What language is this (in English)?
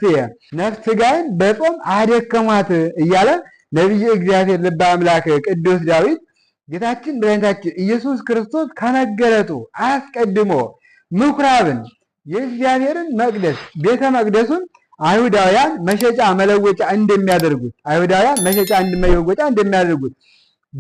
Amharic